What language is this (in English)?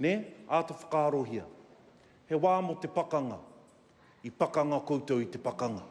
Māori